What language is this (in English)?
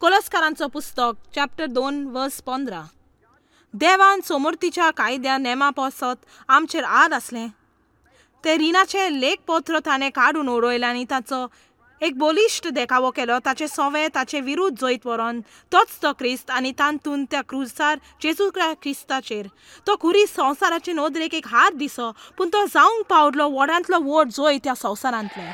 Konkani